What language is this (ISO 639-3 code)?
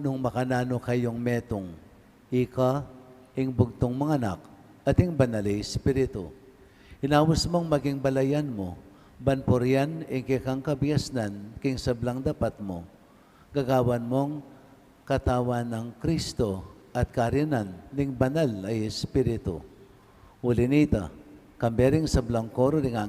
pam